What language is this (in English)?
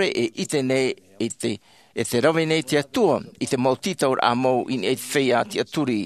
Tahitian